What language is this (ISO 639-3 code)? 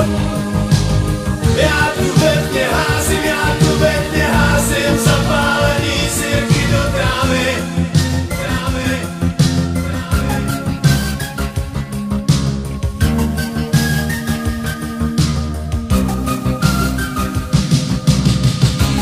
ces